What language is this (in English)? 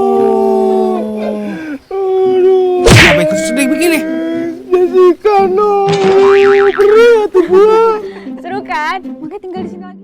Betawi